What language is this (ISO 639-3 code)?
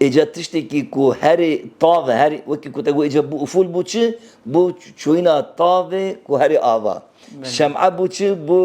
kur